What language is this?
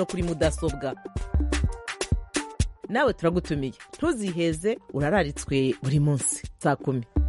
Kinyarwanda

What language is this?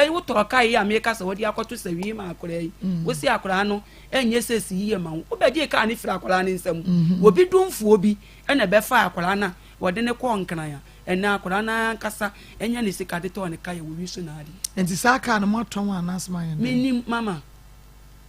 Akan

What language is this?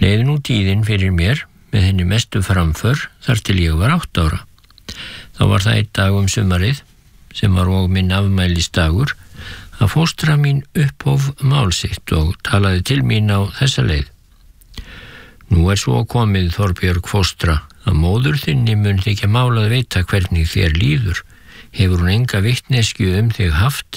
Icelandic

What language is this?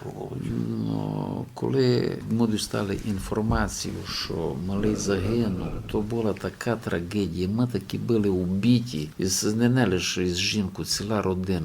Rusyn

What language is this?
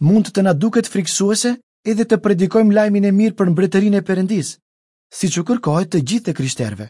Albanian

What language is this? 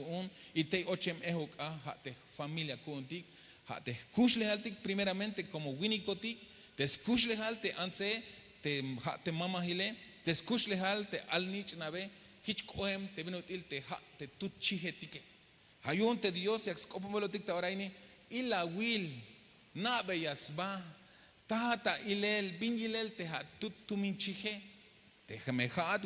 Tzeltal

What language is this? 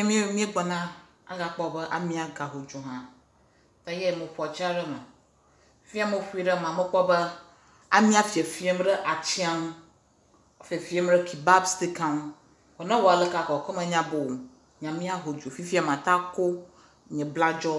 Ewe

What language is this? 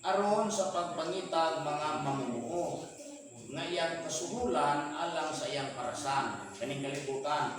Cebuano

